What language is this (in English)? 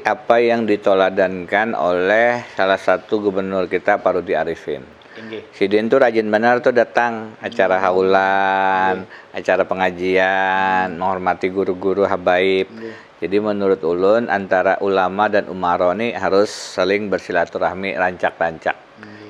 Banjar